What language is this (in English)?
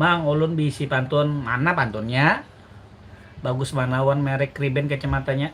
Banjar